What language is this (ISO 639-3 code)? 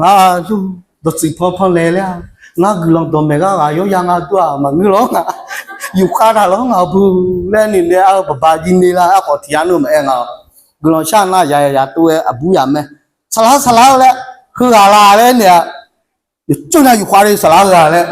ahk